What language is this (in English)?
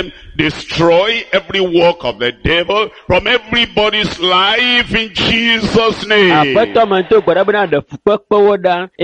Ewe